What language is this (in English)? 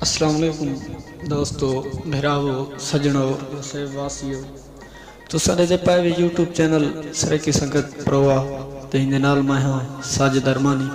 Saraiki